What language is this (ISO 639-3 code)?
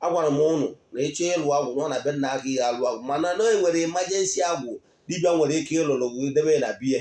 ibo